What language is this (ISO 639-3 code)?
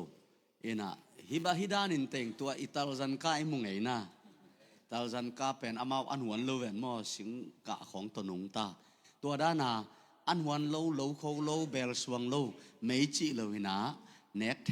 ctd